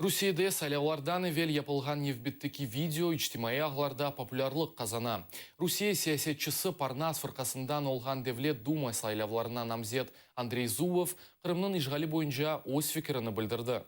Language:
Crimean Tatar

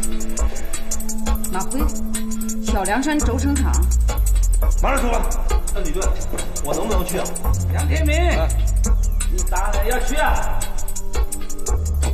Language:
Chinese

